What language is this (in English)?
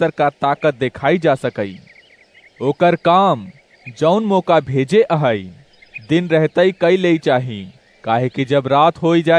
Awadhi